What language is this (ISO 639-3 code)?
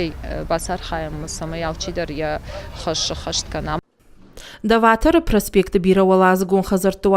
oss